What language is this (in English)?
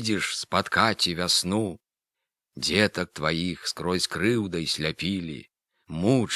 Belarusian